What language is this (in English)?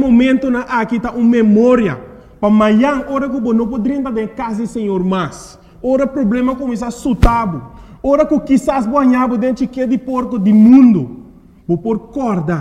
Papiamento